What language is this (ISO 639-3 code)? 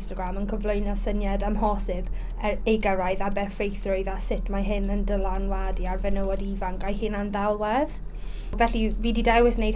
cym